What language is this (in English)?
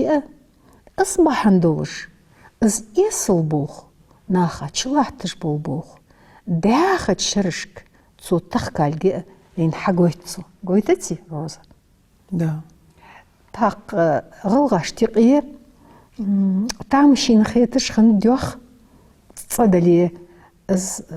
Ingush